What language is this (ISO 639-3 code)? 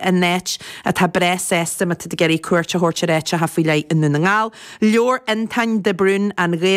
gle